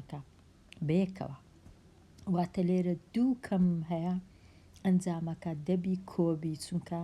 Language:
Central Kurdish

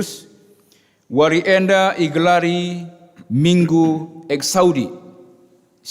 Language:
Batak Karo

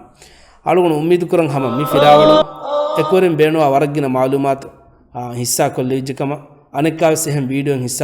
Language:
Divehi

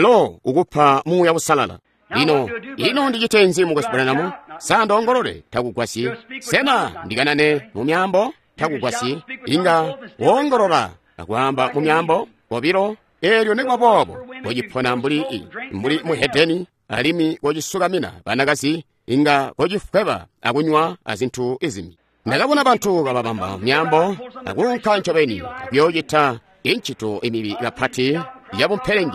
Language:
Tonga (Zambia)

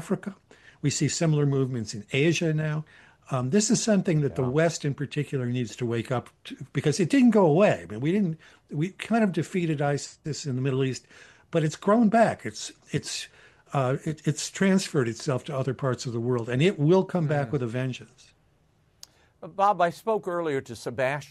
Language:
English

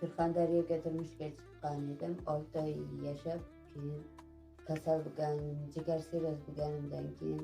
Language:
Uzbek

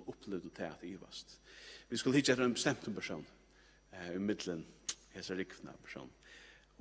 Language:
Faroese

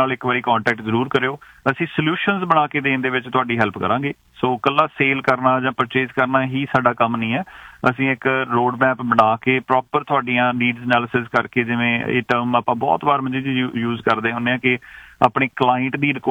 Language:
Punjabi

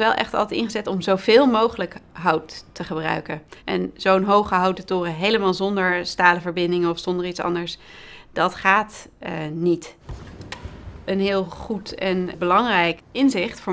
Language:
Dutch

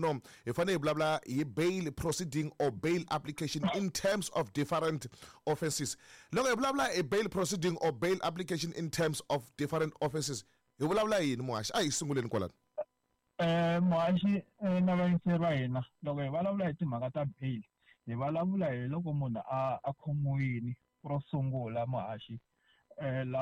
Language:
Tsonga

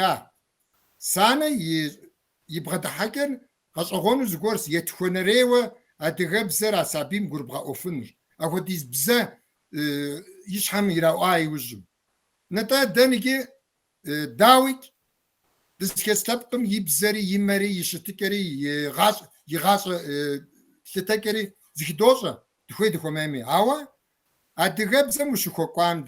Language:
Kabardian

